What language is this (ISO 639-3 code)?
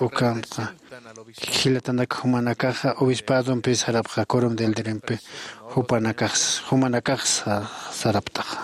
aym